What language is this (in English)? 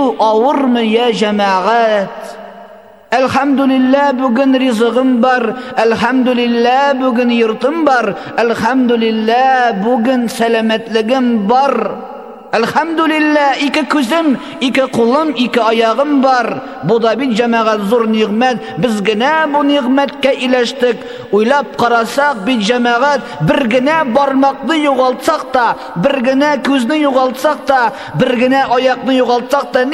Tatar